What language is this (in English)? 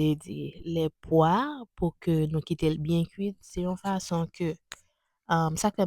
Haitian Creole